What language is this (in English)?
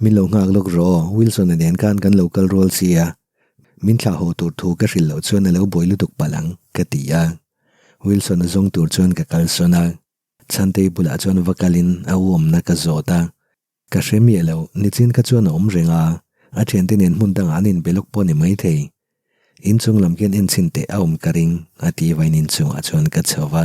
Mizo